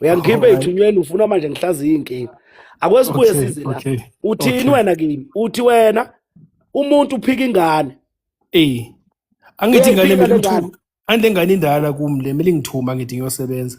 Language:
Zulu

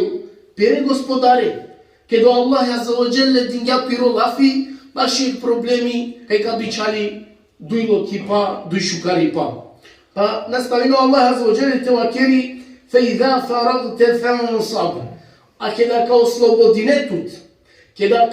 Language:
Balkan Romani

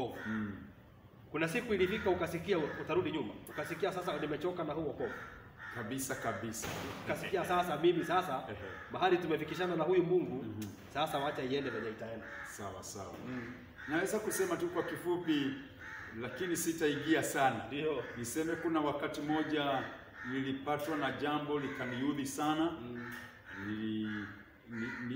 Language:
Swahili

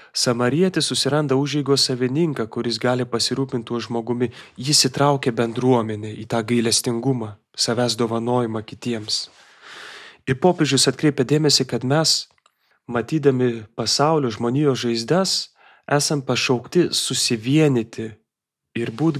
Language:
Lithuanian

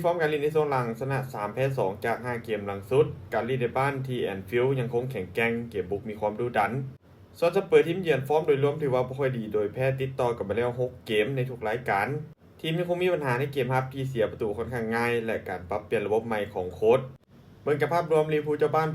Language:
Lao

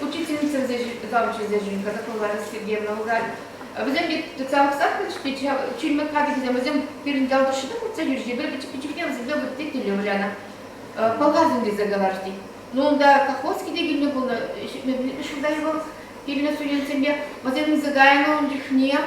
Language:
Chuvash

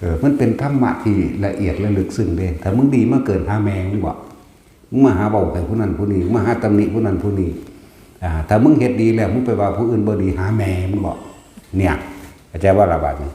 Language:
Northeastern Thai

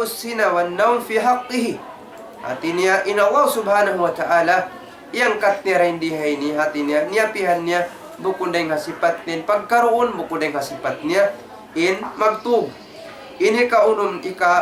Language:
Tausug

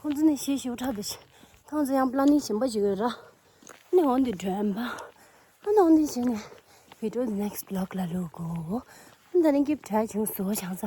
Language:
Tibetan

